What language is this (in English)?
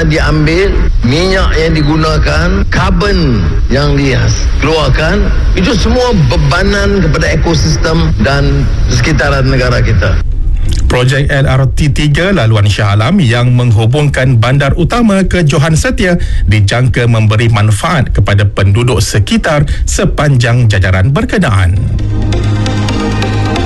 Malay